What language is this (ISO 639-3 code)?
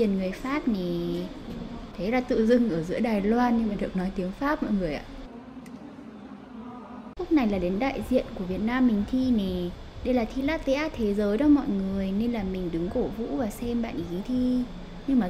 vie